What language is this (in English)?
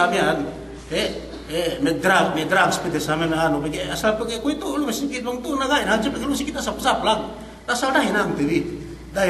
Yakan